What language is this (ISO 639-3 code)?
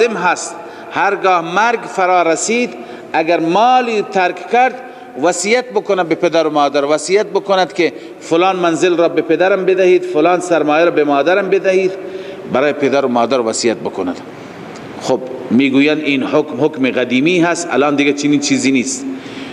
fas